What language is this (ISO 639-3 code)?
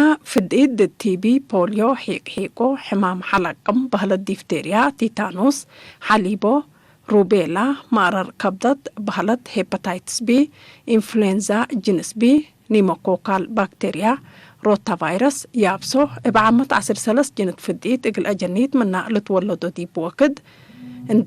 tig